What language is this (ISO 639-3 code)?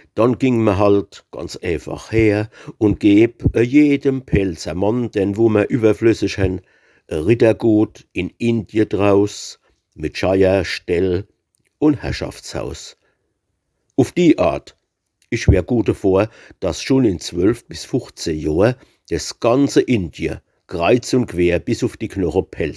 pfl